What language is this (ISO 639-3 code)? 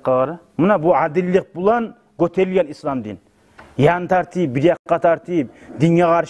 kum